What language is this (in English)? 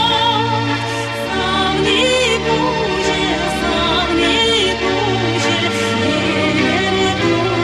Chuvash